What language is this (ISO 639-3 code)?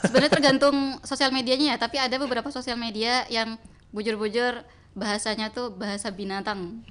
bjn